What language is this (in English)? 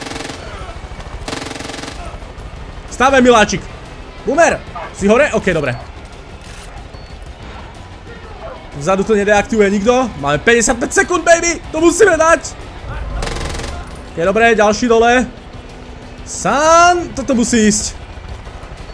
Slovak